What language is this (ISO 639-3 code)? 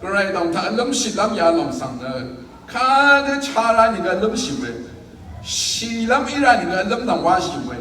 raw